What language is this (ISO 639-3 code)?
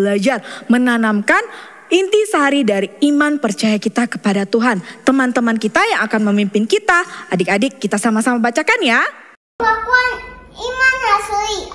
ind